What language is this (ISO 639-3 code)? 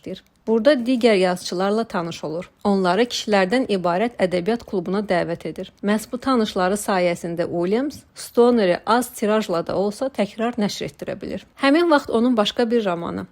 aze